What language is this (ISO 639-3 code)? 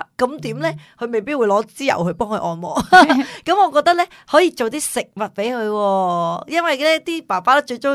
yue